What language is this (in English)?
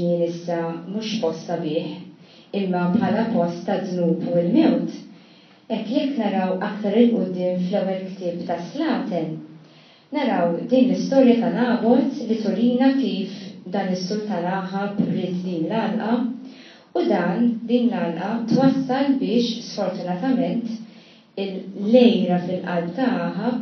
Maltese